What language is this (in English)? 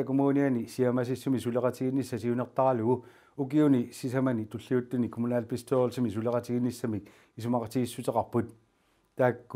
Kalaallisut